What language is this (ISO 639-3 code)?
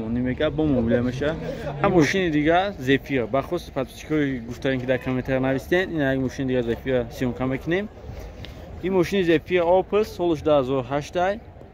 tgk